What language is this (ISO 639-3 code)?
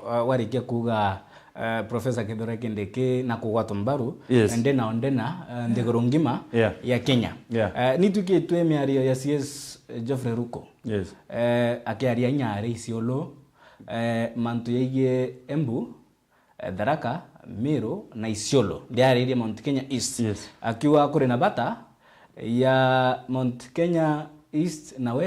mer